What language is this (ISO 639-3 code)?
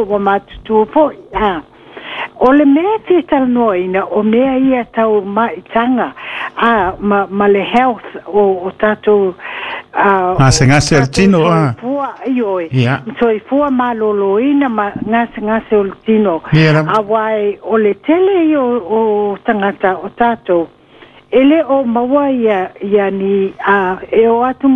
smo